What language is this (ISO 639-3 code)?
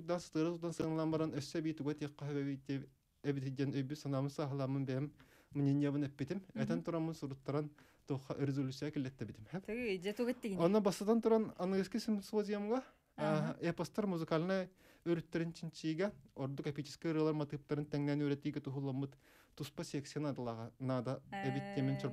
sah